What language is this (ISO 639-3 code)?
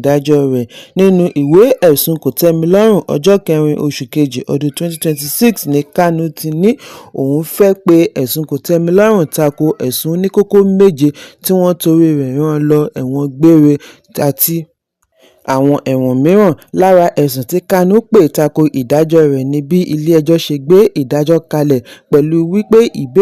yor